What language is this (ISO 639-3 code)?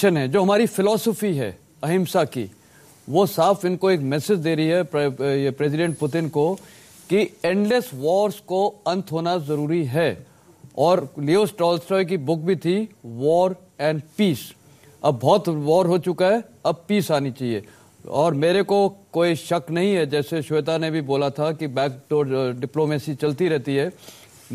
hin